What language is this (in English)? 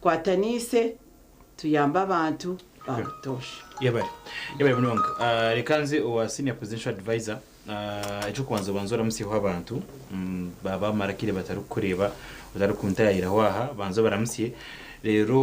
Nyankole